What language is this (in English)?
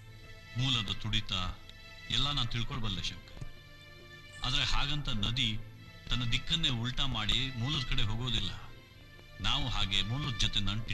Kannada